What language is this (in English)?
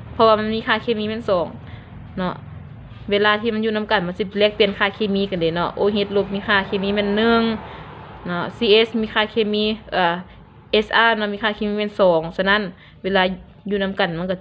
Lao